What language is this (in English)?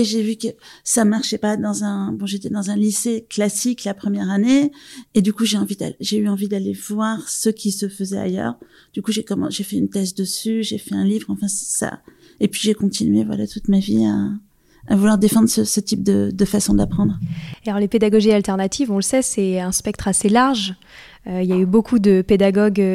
French